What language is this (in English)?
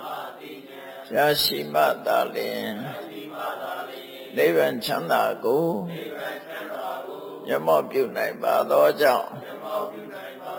Burmese